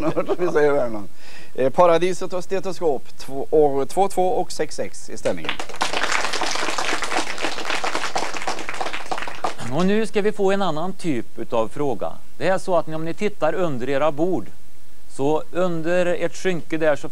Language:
Swedish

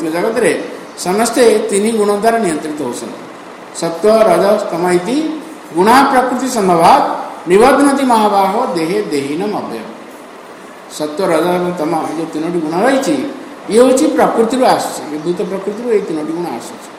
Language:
Odia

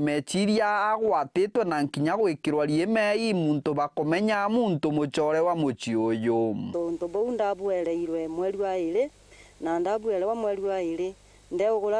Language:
Meru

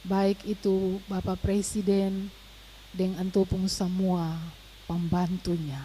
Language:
Ambonese Malay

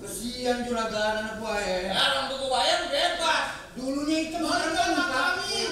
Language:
Betawi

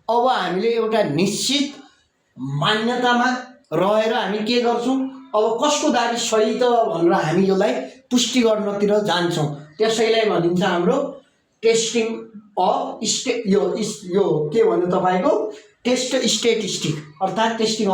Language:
Nepali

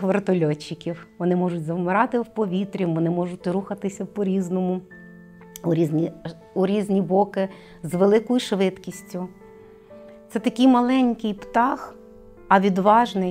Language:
Ukrainian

